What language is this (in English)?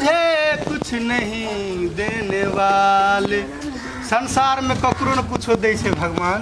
Maithili